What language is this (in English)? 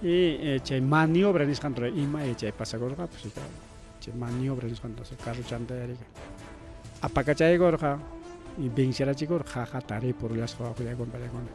Ayacucho Quechua